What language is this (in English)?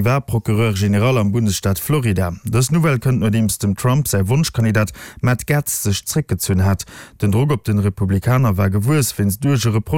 Luxembourgish